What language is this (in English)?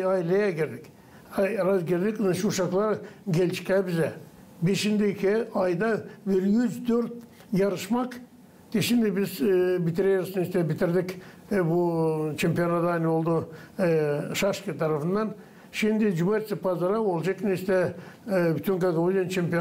Gagauz